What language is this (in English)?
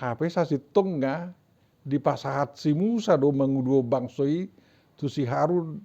Batak Toba